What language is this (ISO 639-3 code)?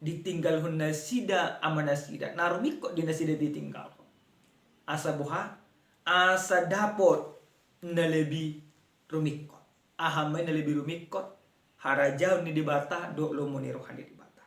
bbc